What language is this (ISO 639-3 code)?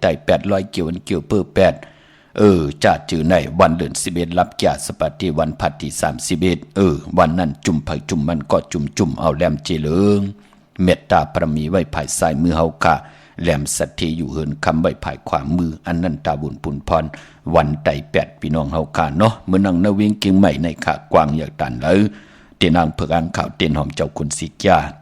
shn